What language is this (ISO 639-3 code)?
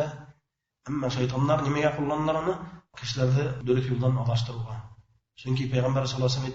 bak